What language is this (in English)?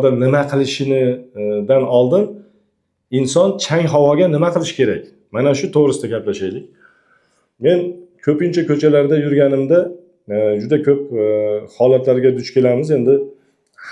Uzbek